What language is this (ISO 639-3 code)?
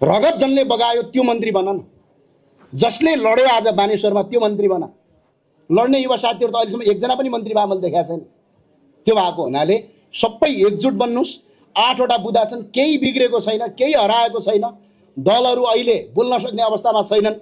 nep